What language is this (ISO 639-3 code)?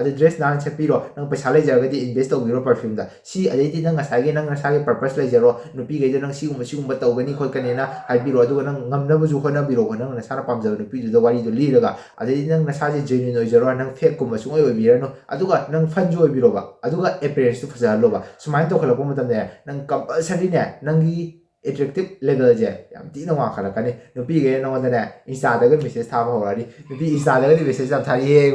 mni